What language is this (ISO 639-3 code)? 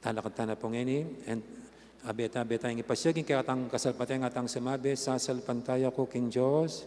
pam